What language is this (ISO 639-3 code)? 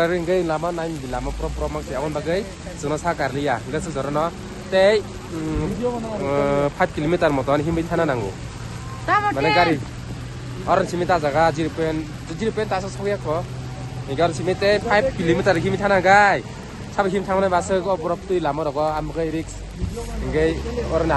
trp